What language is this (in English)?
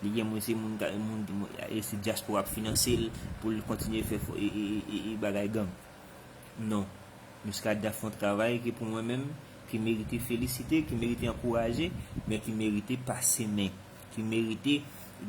Haitian Creole